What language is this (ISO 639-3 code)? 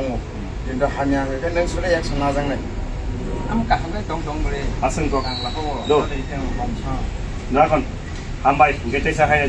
trp